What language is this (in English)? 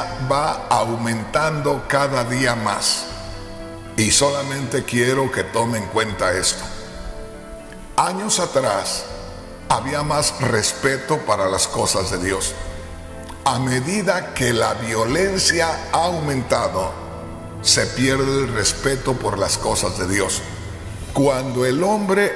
Spanish